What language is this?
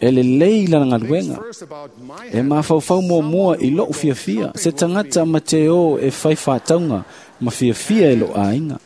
Samoan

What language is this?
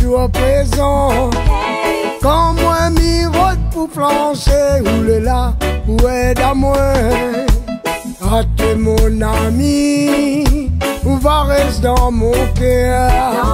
Réunion Creole French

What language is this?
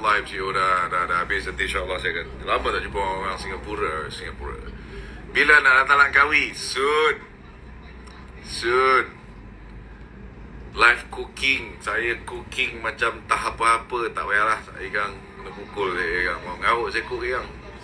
Malay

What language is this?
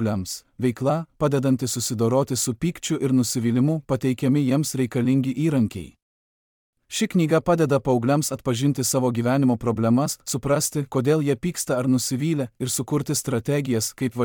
Lithuanian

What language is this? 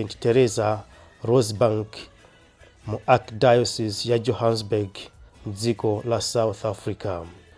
Nyanja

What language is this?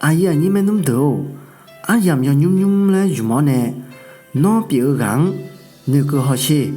Akha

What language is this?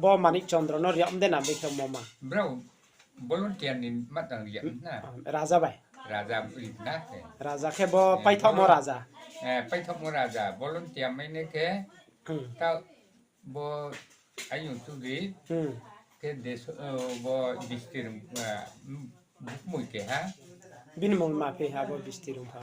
Riang (India)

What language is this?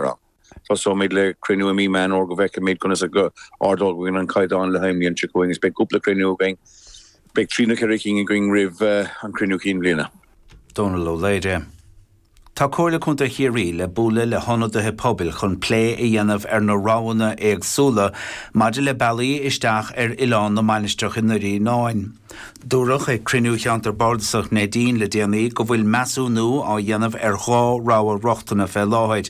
Irish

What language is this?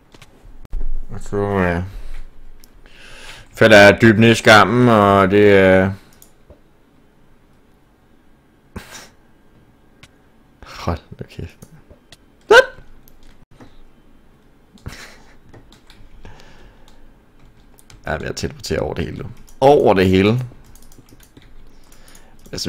Danish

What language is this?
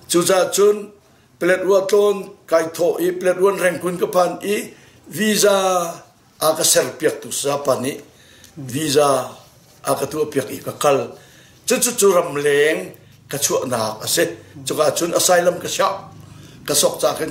Hakha Chin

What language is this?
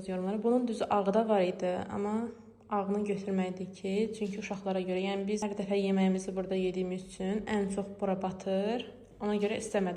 Azerbaijani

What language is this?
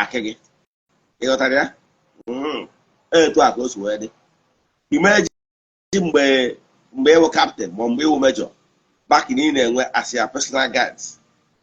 Igbo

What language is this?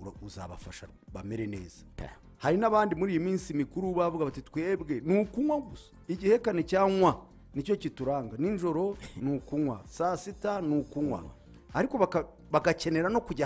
Kinyarwanda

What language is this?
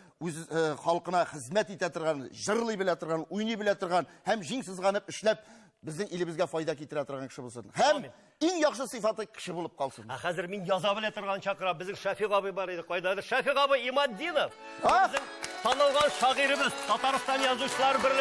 Tatar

